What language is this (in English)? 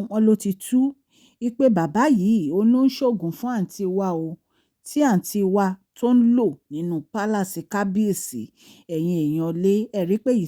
Yoruba